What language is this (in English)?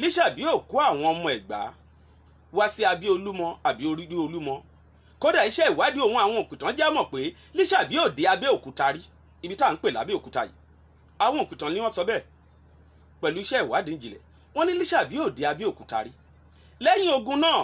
Yoruba